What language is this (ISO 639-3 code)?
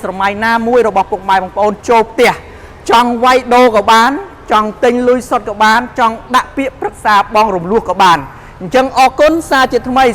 khm